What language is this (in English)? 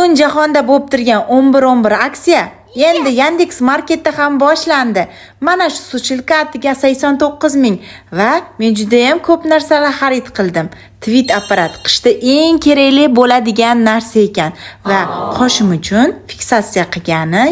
Uzbek